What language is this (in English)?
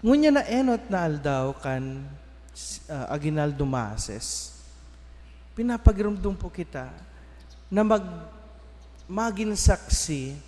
Bikol